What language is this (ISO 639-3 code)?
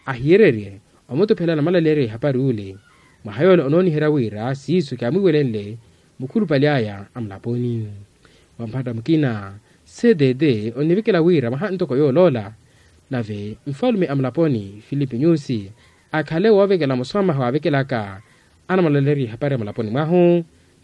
vmw